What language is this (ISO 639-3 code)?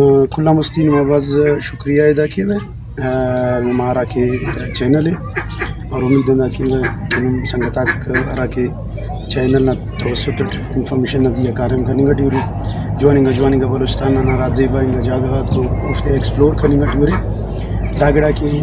brh